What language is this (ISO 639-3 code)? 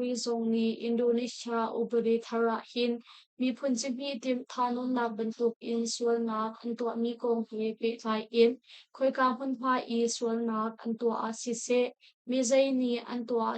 cnh